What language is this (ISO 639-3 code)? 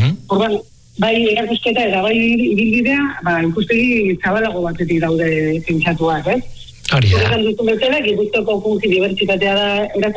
eus